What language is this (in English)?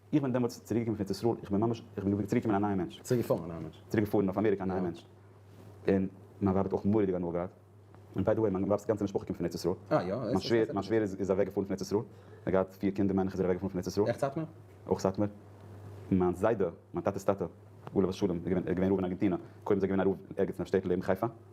Yiddish